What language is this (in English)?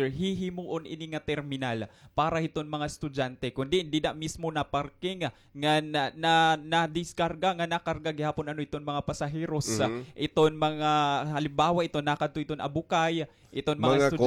Waray